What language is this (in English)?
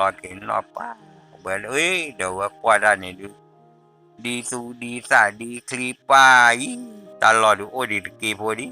S'gaw Karen